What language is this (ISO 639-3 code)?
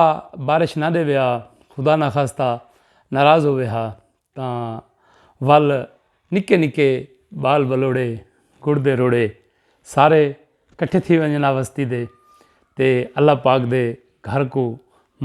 skr